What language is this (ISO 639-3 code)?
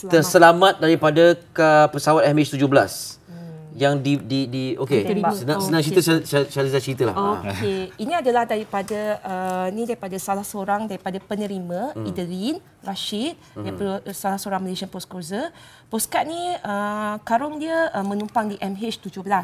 msa